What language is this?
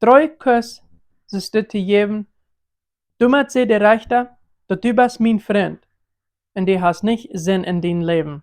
Plautdietsch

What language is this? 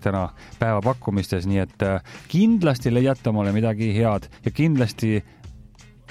Estonian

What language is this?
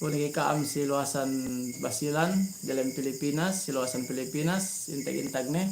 Yakan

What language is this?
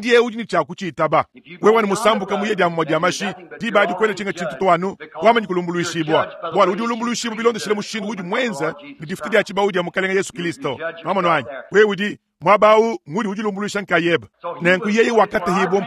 Luba-Lulua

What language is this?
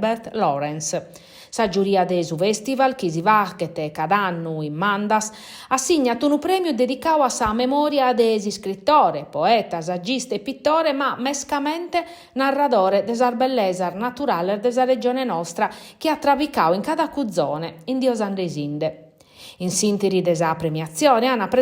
Sardinian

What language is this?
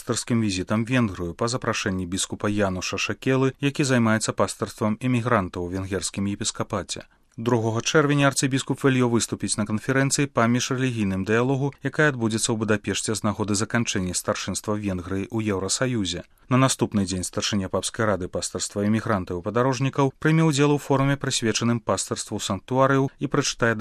Belarusian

